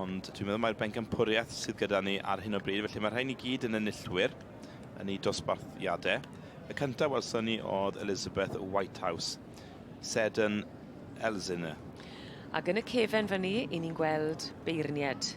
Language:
Welsh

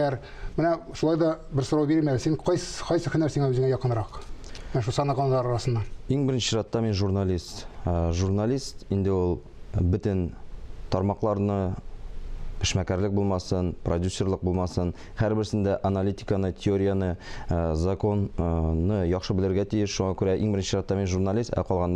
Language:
Tatar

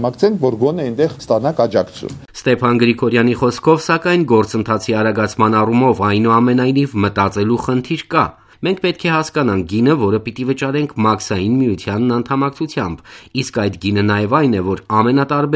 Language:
Armenian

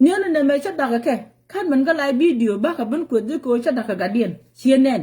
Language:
Nuer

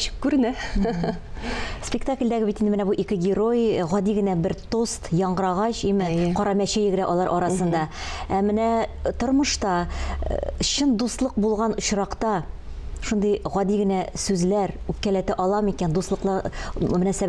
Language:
Tatar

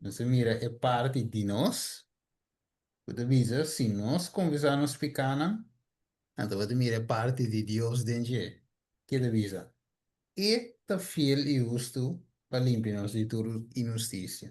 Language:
Papiamento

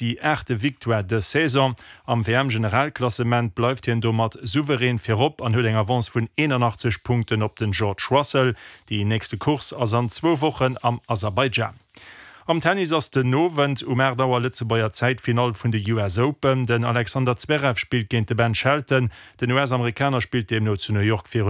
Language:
Luxembourgish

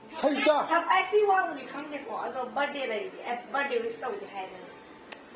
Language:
Manipuri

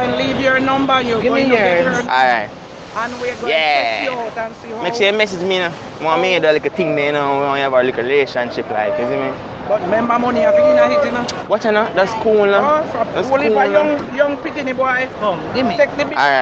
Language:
Jamaican Creole English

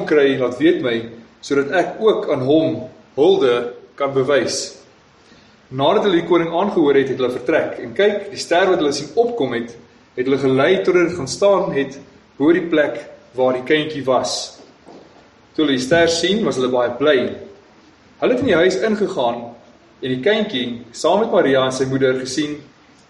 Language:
Afrikaans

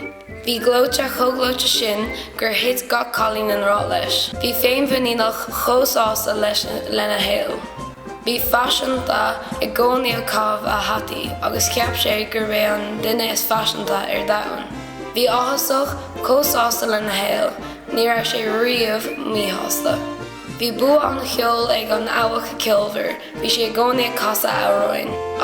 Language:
Irish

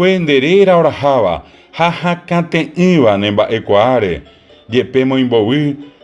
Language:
Guarani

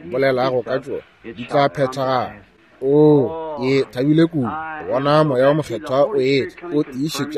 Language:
Northern Sotho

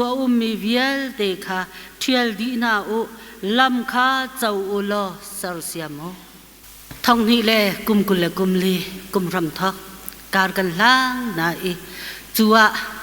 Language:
Hakha Chin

